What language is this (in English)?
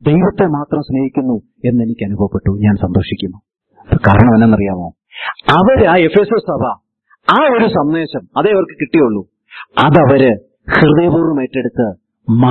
Malayalam